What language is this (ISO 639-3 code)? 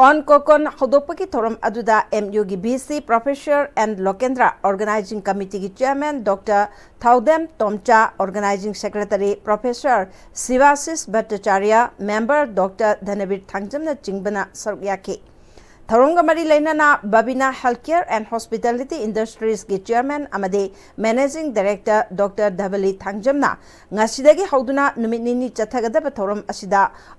mni